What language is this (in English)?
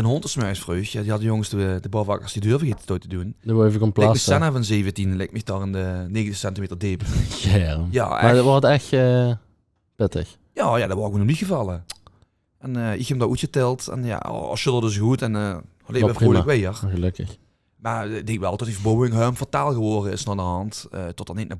Limburgish